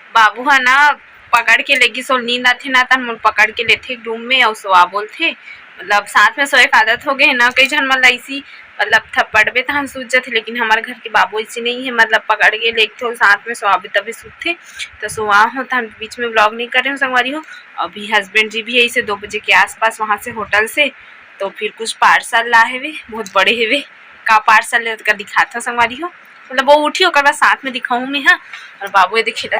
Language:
Chhattisgarhi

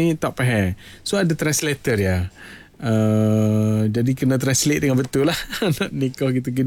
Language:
Malay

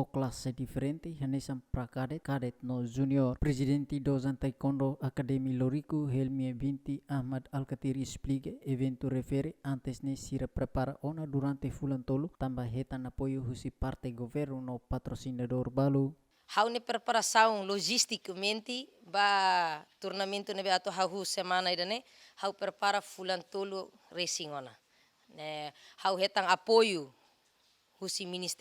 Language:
Tetum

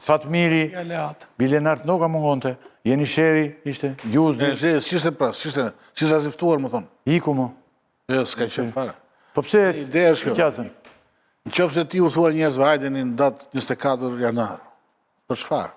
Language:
Albanian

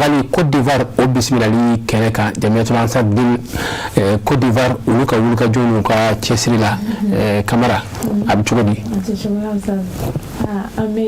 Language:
Bambara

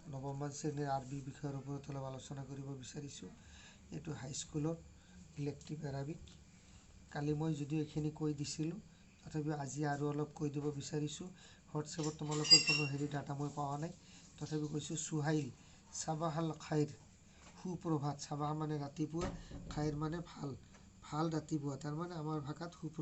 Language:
Assamese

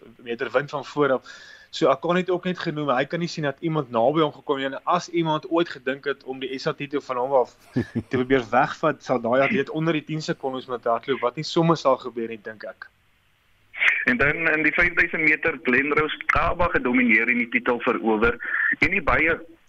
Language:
Afrikaans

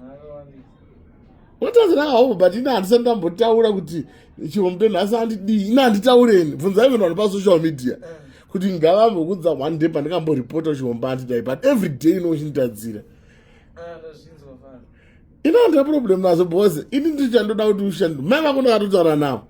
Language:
Shona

